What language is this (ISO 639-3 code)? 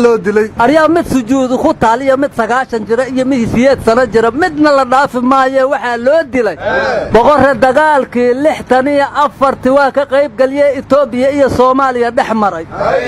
som